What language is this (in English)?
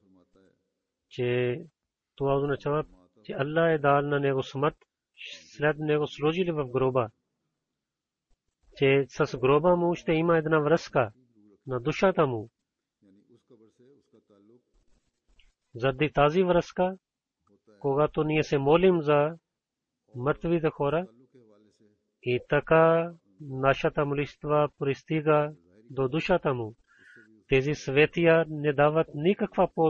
Bulgarian